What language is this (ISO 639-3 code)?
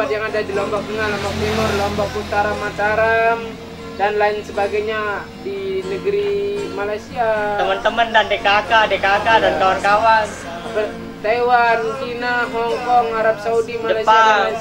sas